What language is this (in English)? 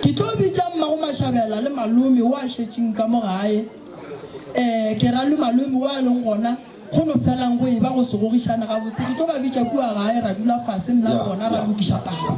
Northern Sotho